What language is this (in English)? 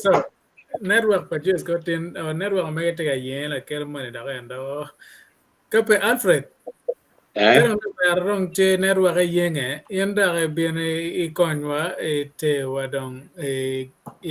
Acoli